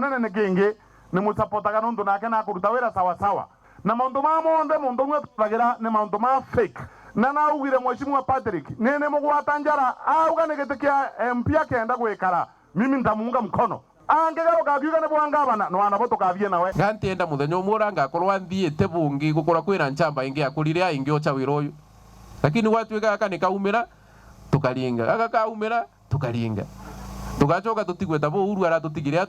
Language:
Meru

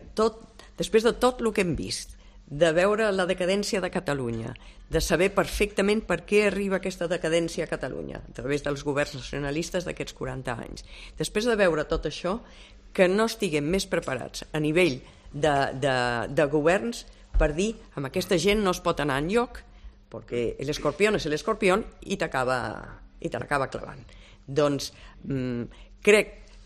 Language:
Catalan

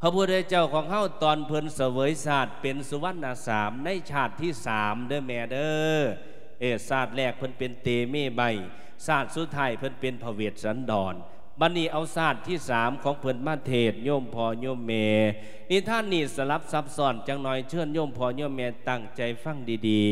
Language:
Lao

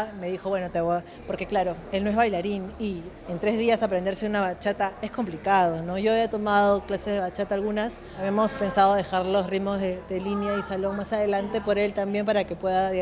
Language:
Spanish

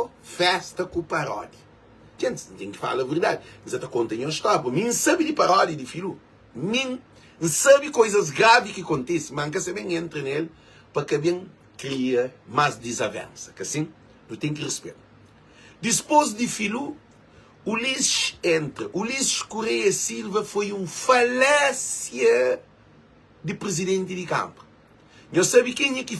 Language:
Kabuverdianu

